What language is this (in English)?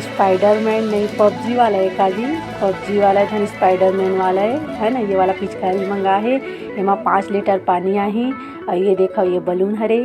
Chhattisgarhi